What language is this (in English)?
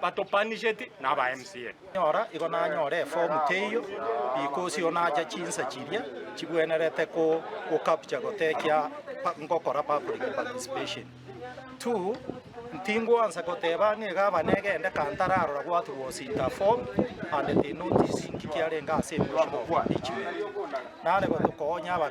Gusii